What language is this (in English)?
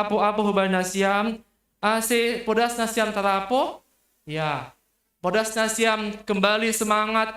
Batak Simalungun